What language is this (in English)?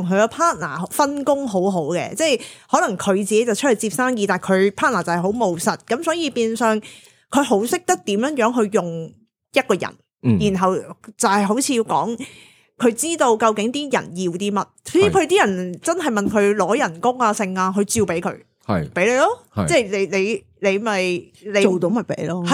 Cantonese